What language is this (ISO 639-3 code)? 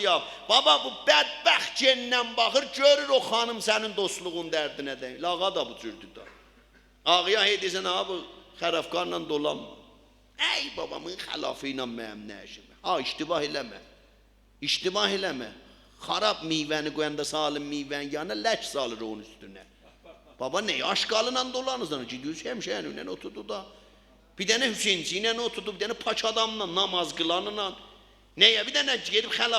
azb